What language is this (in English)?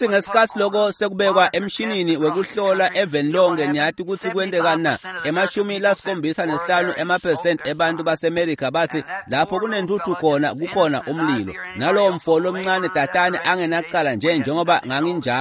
Swati